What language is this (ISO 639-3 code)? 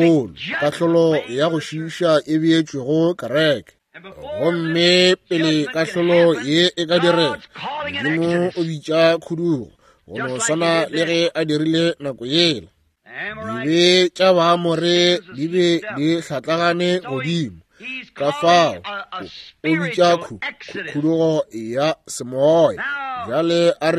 nso